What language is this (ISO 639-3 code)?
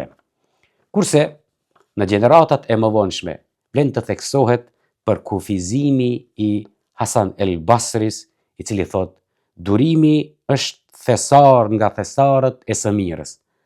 sqi